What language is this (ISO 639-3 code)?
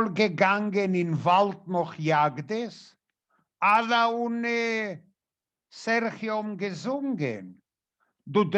yid